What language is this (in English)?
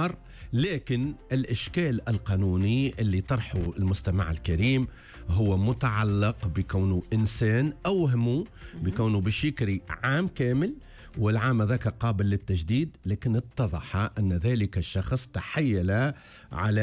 Tunisian Arabic